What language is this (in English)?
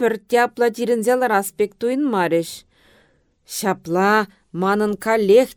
Chuvash